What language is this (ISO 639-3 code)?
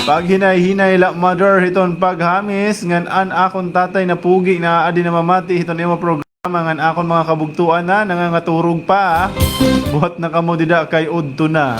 war